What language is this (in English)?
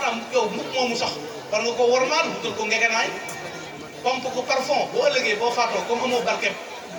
Wolof